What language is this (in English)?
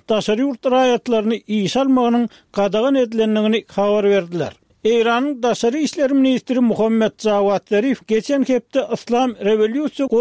Turkmen